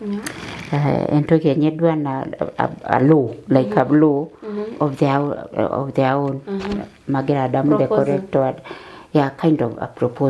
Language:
Masai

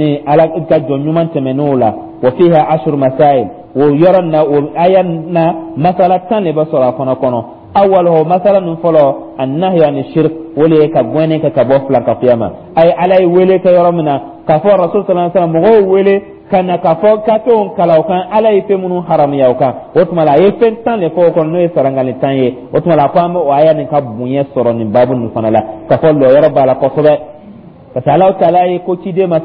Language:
Dyula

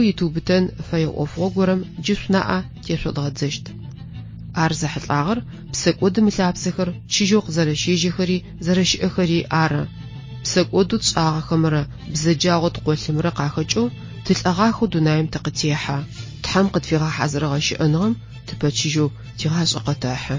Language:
Adyghe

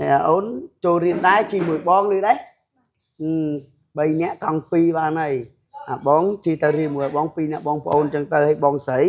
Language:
Khmer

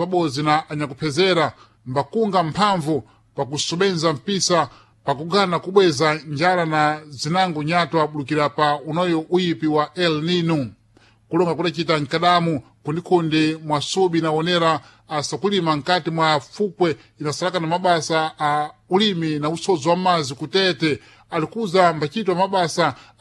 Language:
Sena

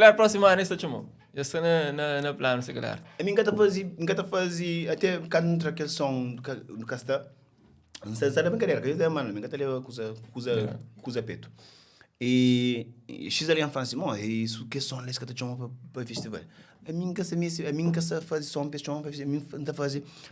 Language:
Kabuverdianu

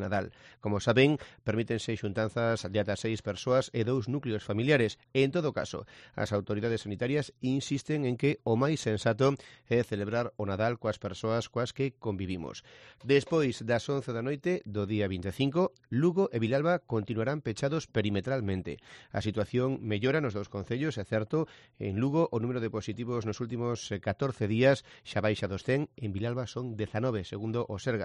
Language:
Galician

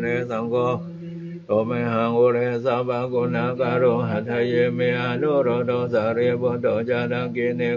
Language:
Pali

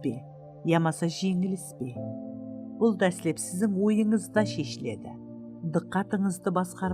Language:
Kara-Kalpak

